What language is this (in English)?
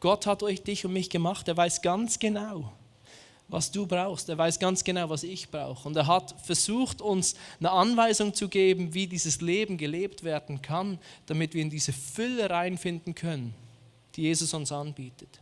Swiss German